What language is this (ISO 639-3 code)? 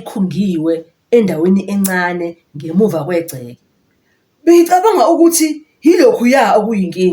zul